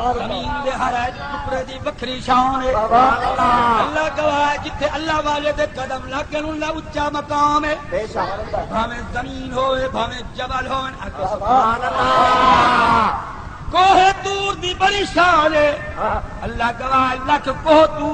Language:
Saraiki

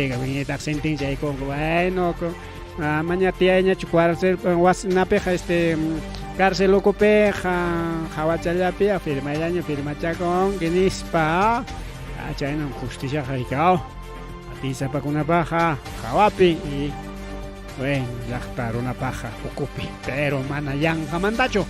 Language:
Ayacucho Quechua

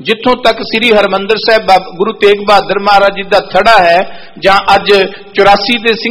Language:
Punjabi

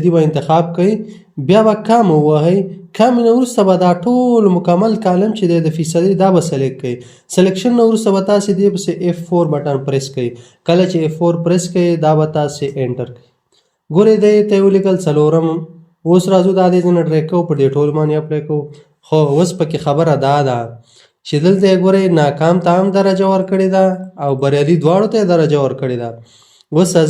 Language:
Pashto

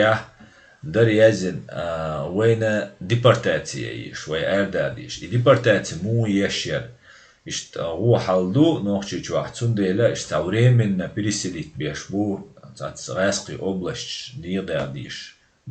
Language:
Chechen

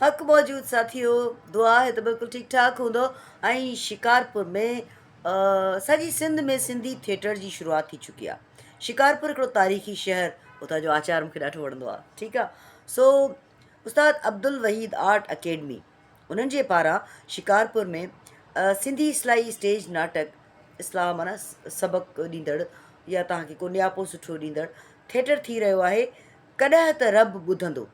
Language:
Sindhi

